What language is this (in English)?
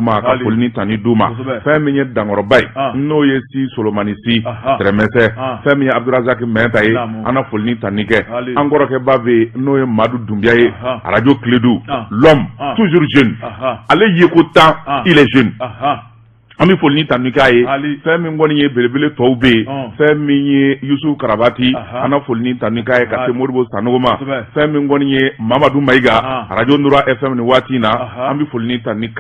Bambara